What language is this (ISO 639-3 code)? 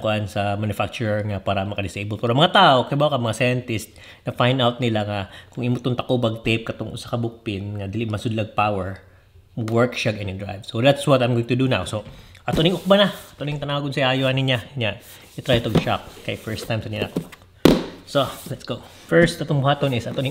ceb